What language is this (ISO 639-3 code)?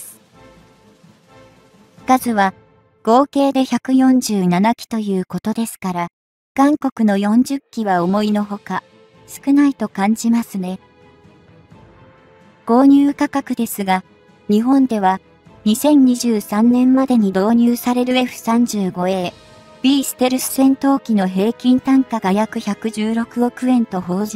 jpn